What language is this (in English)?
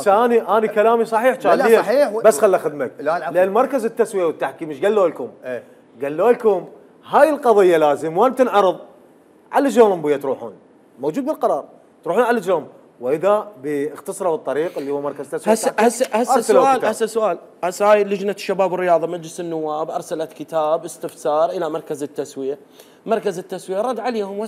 Mesopotamian Arabic